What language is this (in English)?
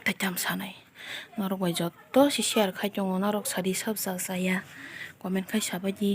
Kok Borok